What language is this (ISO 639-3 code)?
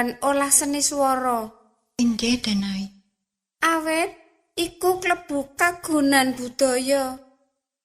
jav